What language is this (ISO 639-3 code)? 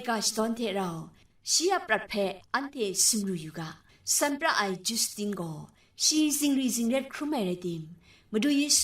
kac